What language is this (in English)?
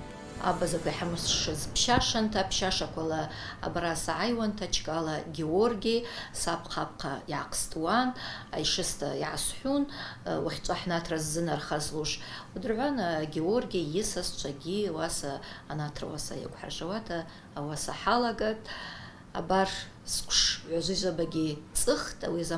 Abkhazian